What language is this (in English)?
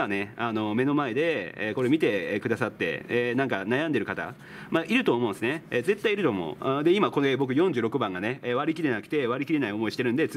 Japanese